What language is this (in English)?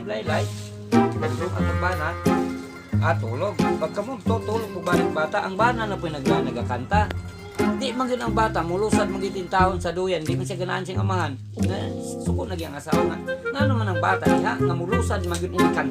Cebuano